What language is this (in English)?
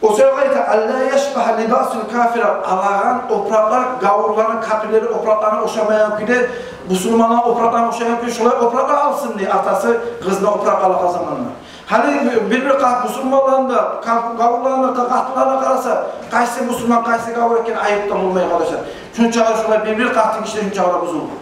Kumyk